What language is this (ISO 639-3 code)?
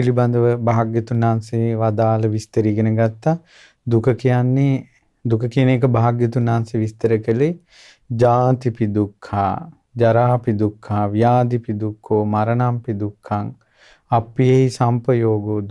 sin